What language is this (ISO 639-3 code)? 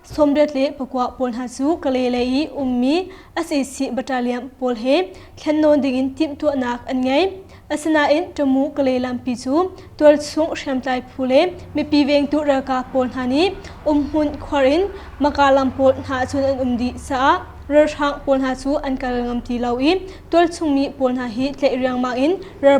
cnh